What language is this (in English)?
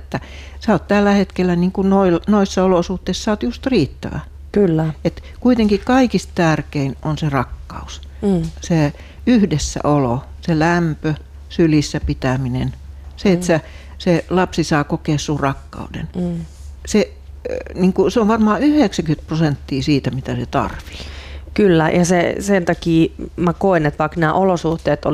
Finnish